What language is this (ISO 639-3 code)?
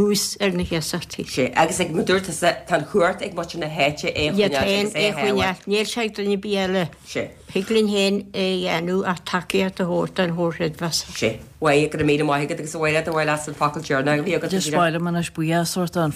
gle